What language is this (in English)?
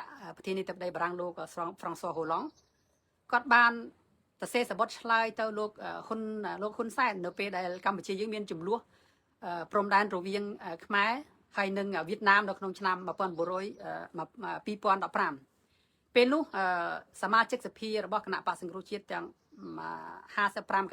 Khmer